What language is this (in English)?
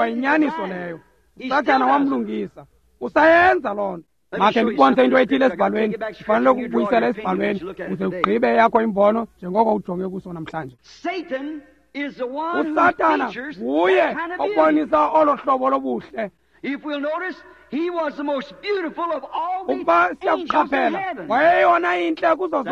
Xhosa